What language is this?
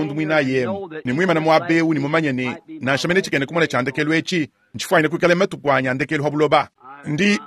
Luba-Lulua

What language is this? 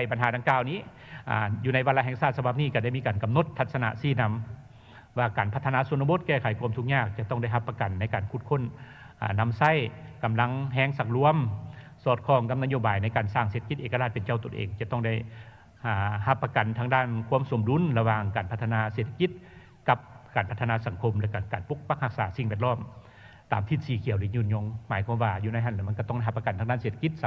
Lao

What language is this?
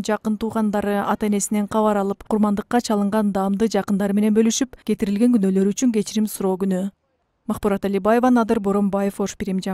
Kyrgyz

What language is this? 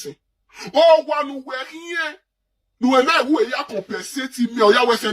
Nigerian Pidgin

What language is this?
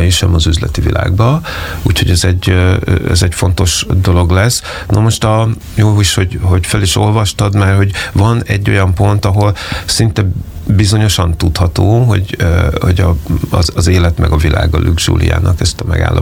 Hungarian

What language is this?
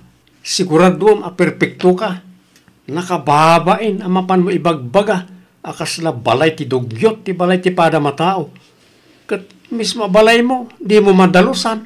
Iloko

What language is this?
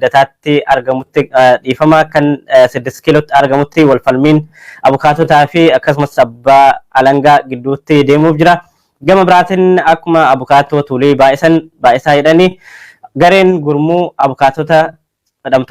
Oromo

